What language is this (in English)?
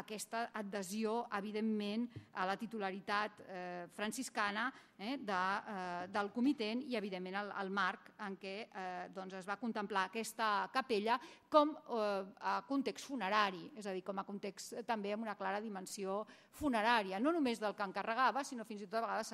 Catalan